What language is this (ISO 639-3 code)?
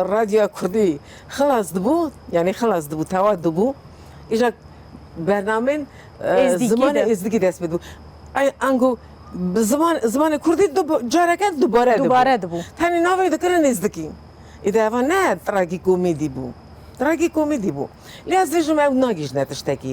kur